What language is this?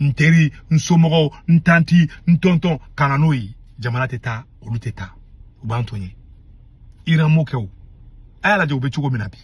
Bambara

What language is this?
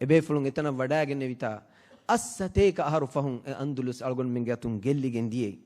Divehi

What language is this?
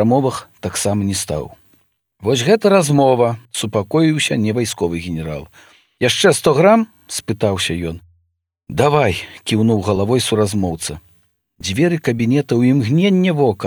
Belarusian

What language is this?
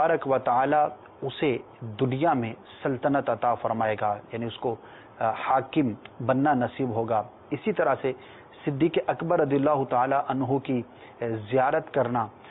Urdu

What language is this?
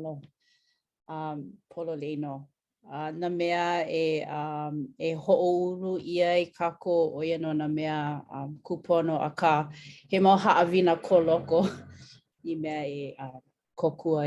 Hawaiian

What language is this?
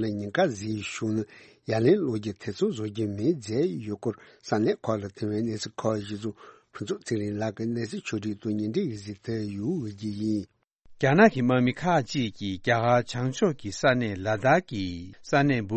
Tibetan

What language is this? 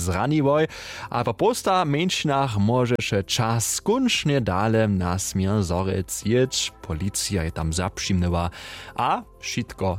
Upper Sorbian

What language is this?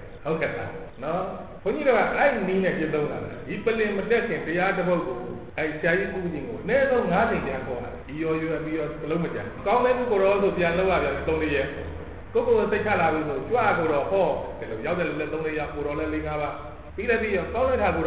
Burmese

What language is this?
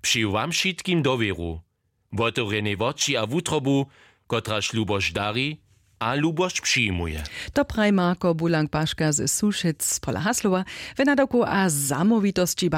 Upper Sorbian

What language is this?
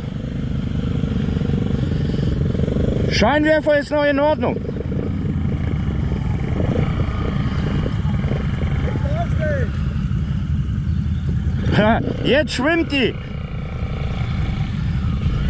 German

